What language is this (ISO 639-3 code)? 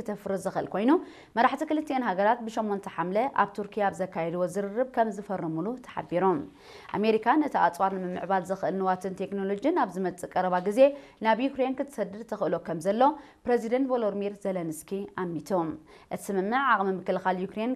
tir